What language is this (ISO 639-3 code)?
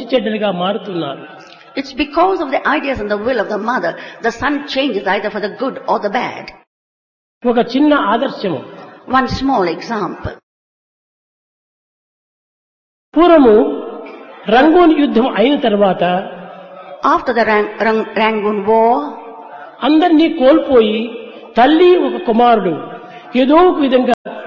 tel